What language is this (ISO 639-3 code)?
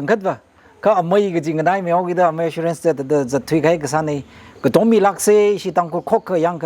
nmf